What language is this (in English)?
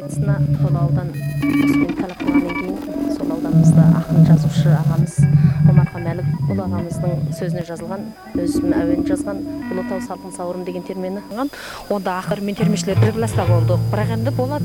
Kazakh